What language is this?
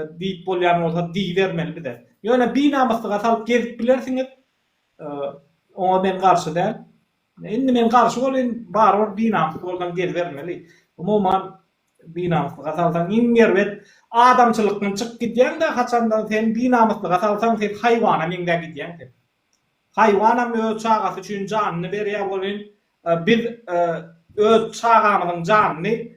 Turkmen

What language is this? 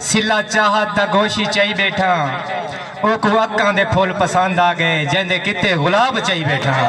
Saraiki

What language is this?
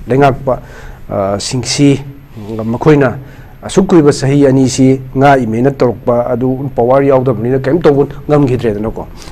Manipuri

